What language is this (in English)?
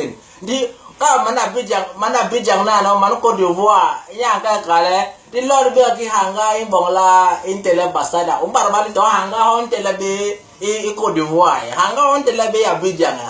Basaa